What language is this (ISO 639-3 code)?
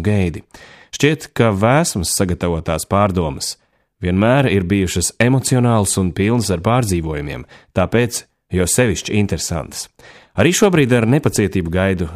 lav